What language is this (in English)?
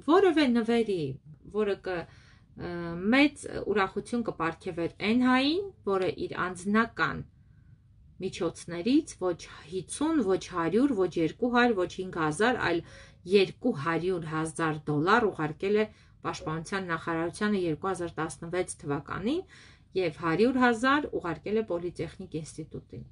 Armenian